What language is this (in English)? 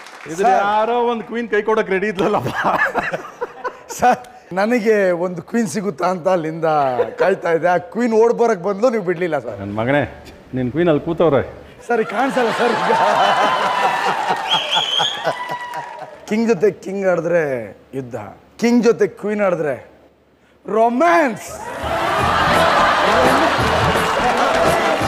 Kannada